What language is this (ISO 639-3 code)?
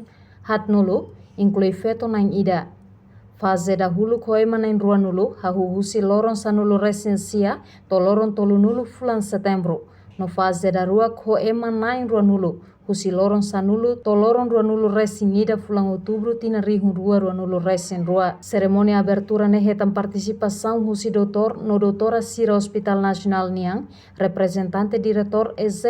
tet